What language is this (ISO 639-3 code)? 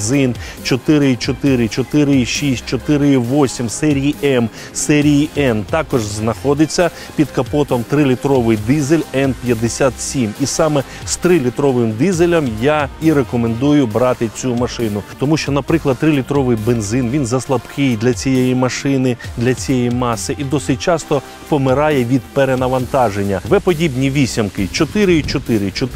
ukr